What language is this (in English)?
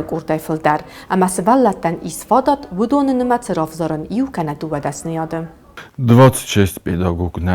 Ossetic